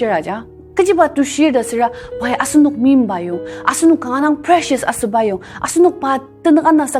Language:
Ao Naga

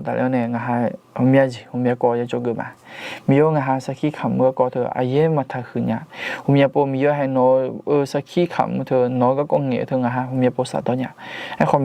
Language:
Akha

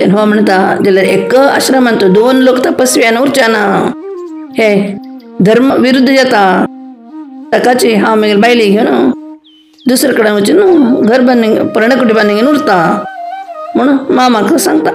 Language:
Konkani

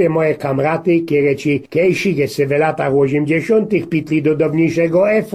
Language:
Silesian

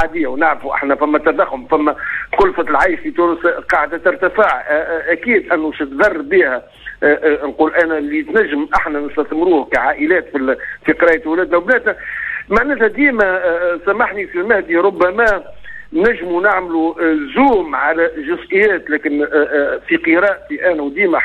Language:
Tunisian Arabic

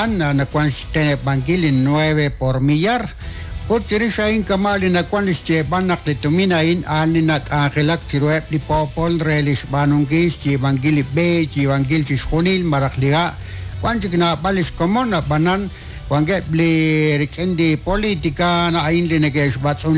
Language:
Kekchí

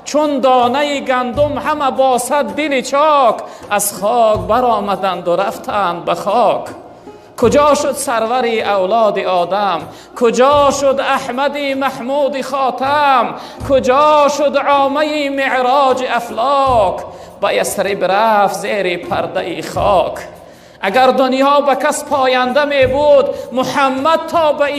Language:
Tajik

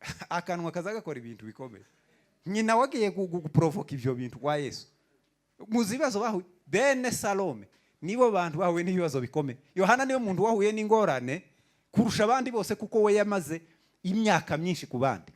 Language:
Kinyarwanda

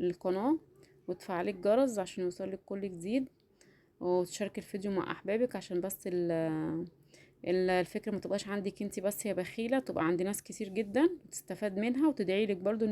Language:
Egyptian Arabic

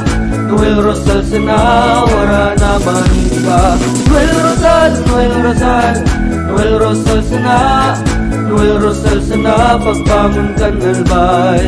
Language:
Bikol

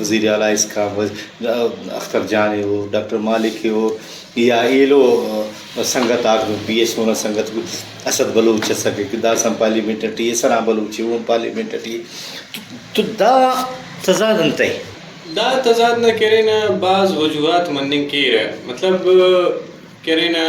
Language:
Brahui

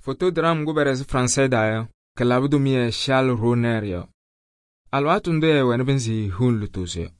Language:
Kabiyè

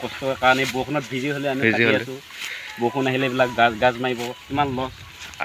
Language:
Assamese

